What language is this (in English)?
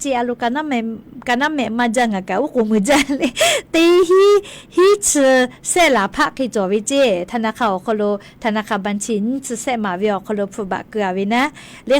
Lahu